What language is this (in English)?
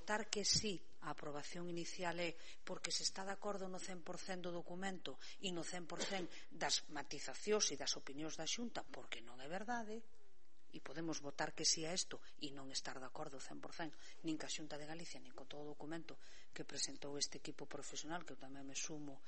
Galician